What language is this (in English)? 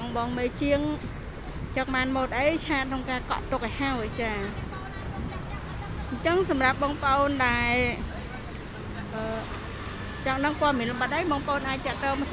Khmer